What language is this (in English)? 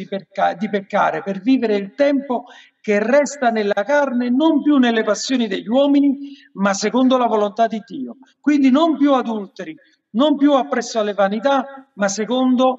Italian